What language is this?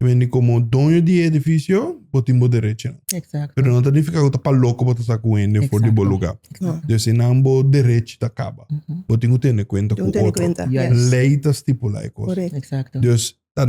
Papiamento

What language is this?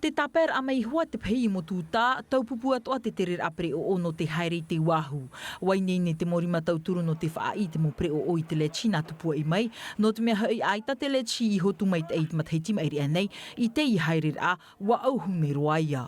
Tahitian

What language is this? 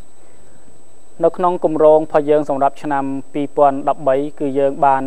Khmer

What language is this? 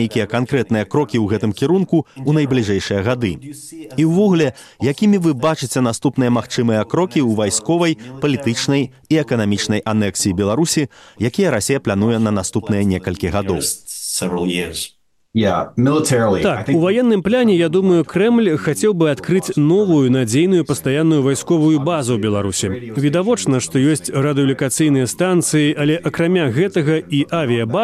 Belarusian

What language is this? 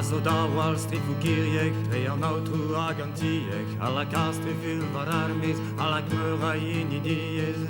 Breton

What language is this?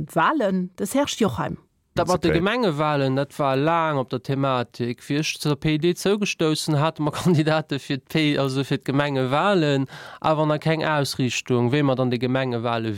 Luxembourgish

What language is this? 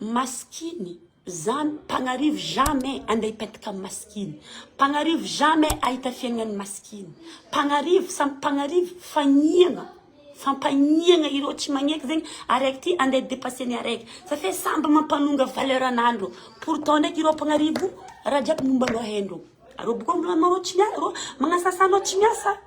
Malagasy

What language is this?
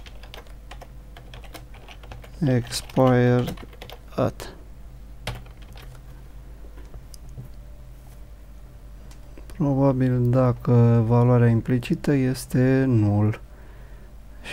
Romanian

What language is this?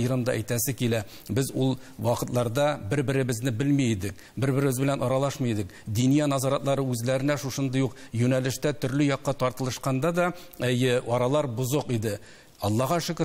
Tatar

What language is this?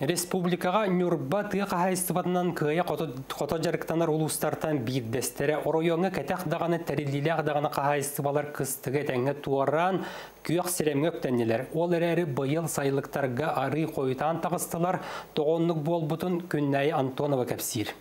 Yakut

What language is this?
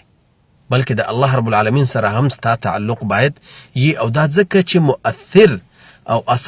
Pashto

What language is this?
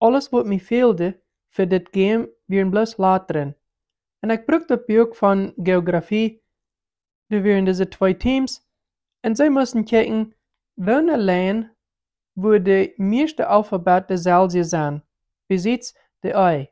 Plautdietsch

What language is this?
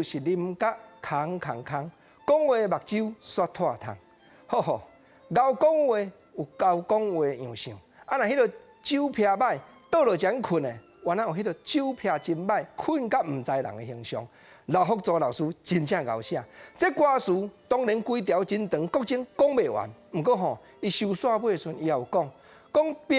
Min Nan Chinese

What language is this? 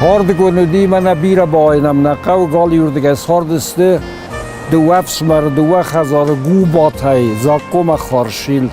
Ossetic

